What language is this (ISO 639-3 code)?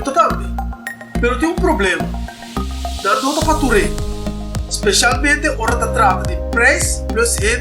pap